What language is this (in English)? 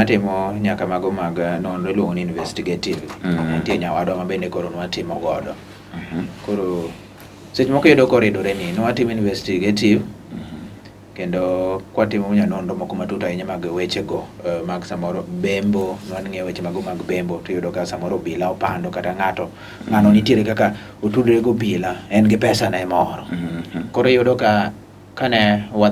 Luo (Kenya and Tanzania)